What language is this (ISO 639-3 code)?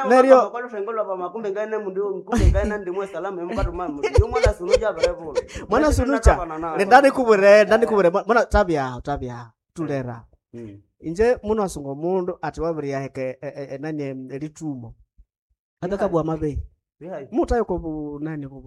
nnb